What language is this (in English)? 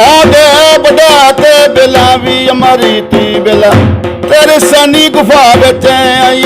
Dogri